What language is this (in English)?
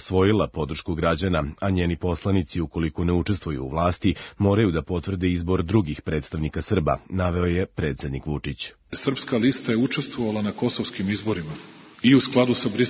Serbian